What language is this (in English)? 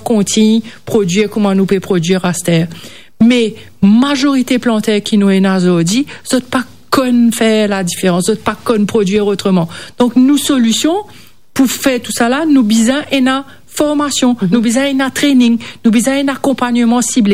Morisyen